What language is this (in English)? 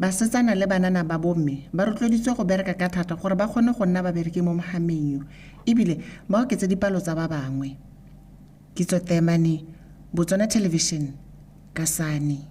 Tswana